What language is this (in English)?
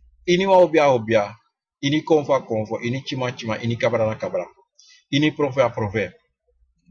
Sranan Tongo